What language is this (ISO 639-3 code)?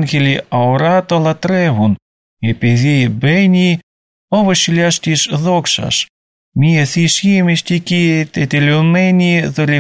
ell